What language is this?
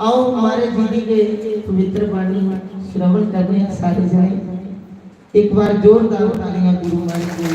Dogri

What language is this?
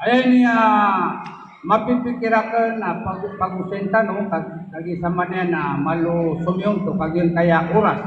Maranao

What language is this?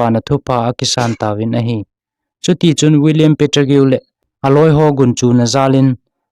Thado Chin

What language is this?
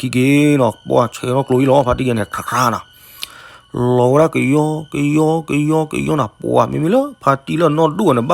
S'gaw Karen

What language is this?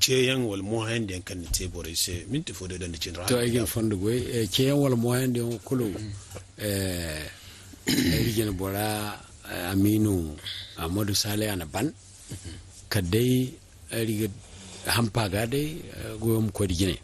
Zarma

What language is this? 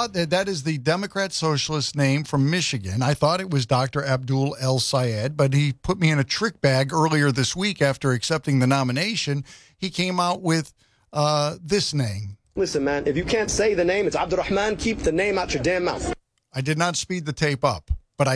English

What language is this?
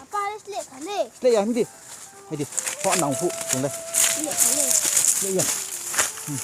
Riang (India)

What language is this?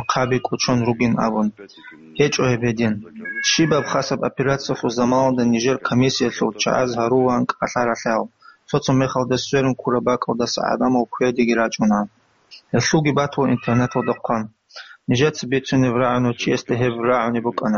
Avaric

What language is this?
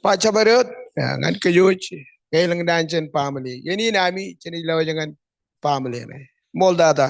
Marshallese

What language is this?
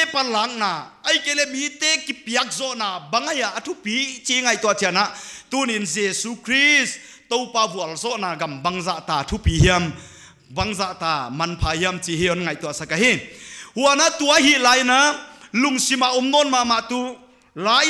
Paite Chin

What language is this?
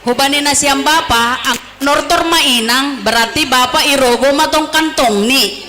Batak Simalungun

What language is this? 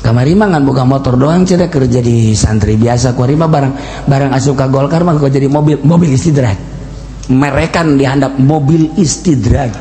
Sundanese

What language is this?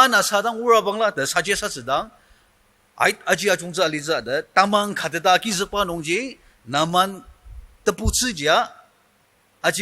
Ao Naga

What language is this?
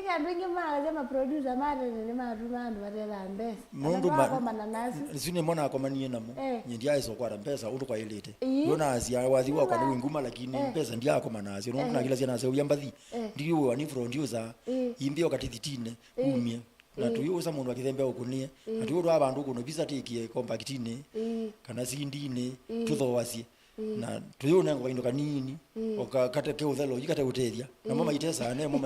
Kamba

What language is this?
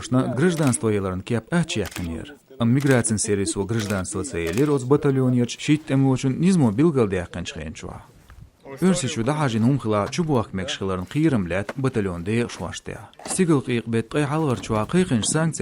Chechen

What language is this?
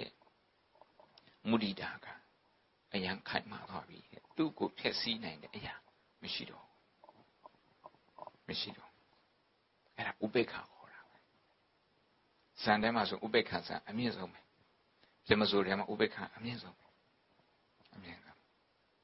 Burmese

